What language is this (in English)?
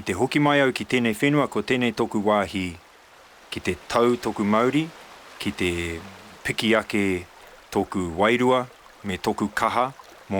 Māori